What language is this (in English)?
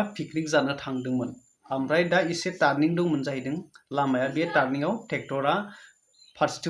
Bodo